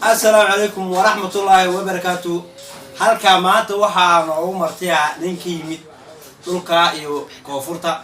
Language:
Somali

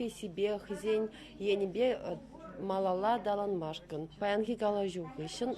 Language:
Chuvash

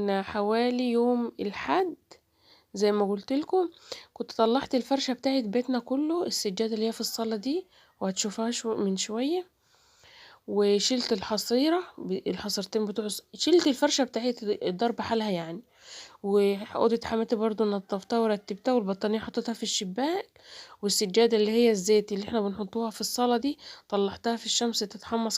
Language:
Egyptian Arabic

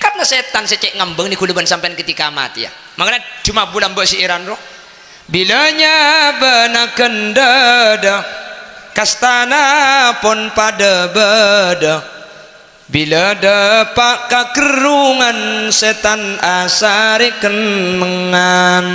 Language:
Madurese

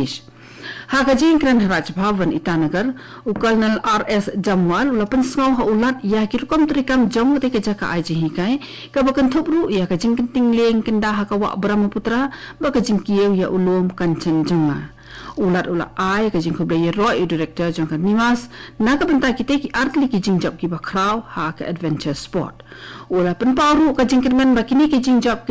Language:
Khasi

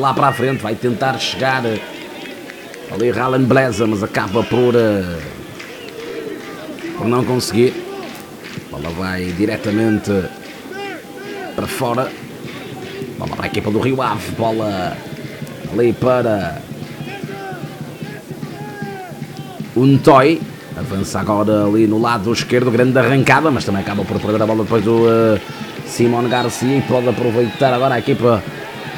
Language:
Portuguese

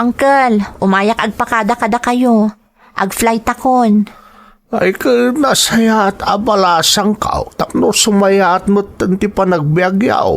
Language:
Iloko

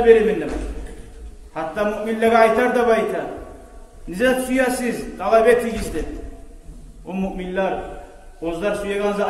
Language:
Kumyk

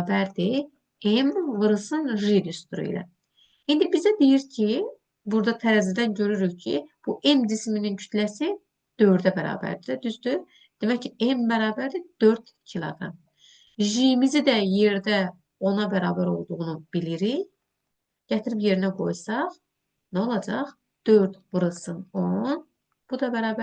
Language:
Azerbaijani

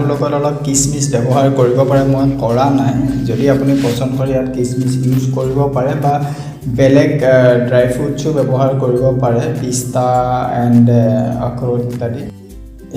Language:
Assamese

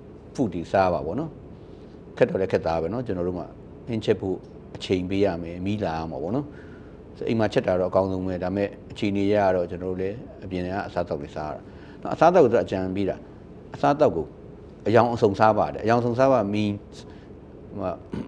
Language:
Burmese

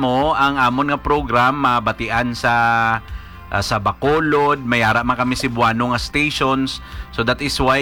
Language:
Hiligaynon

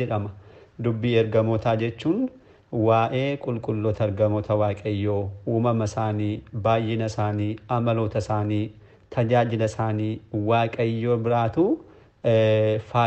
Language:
Oromo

